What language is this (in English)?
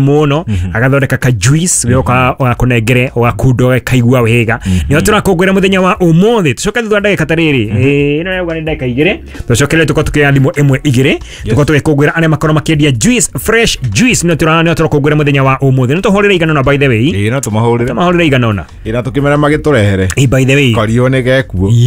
Kikuyu